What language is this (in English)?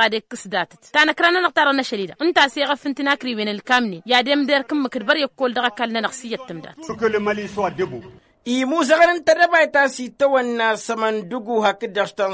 Tamasheq